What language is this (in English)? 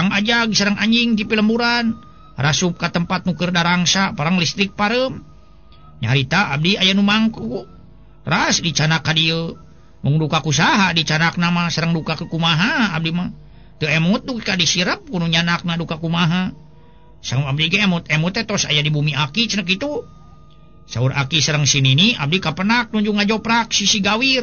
Sundanese